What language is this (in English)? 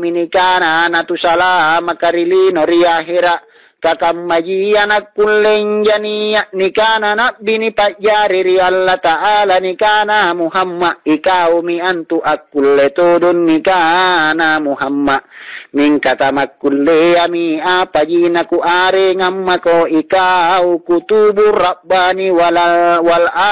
Makasar